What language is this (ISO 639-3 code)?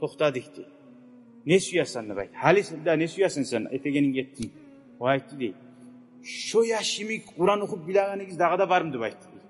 kum